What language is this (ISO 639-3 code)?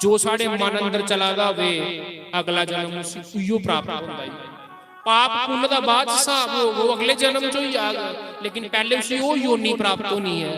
doi